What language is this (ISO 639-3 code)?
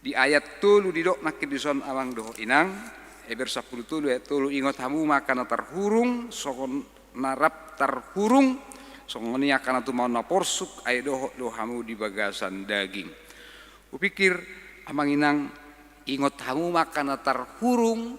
bbc